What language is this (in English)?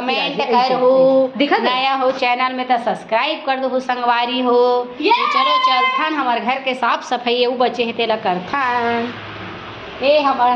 Chhattisgarhi